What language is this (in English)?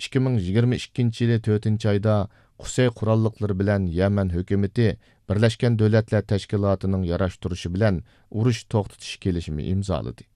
Uyghur